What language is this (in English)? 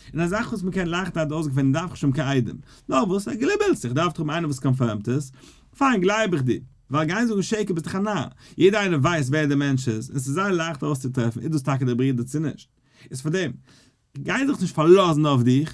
Yiddish